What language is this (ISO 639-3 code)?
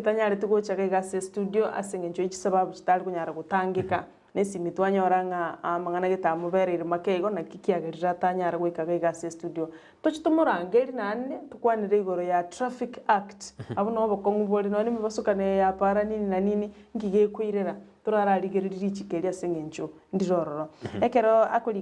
guz